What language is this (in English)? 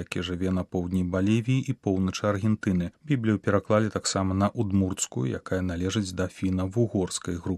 Belarusian